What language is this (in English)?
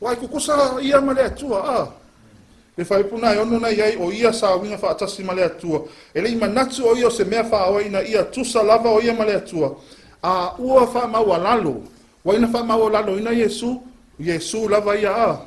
Samoan